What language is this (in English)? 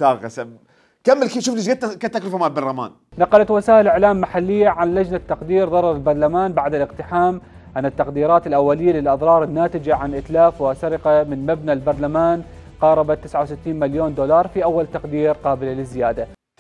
Mesopotamian Arabic